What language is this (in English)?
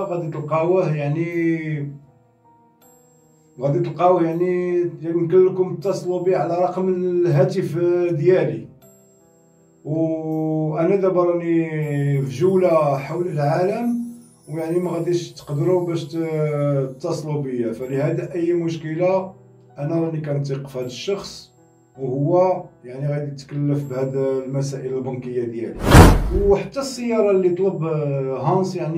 Moroccan Arabic